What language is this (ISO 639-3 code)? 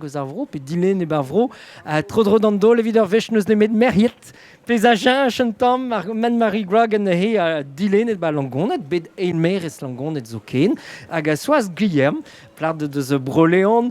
bre